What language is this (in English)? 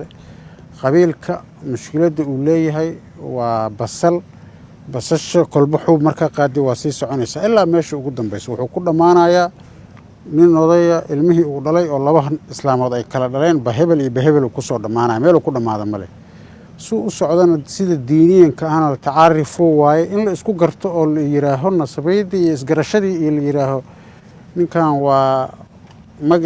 Somali